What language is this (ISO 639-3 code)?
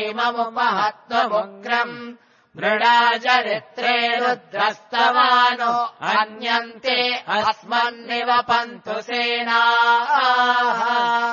san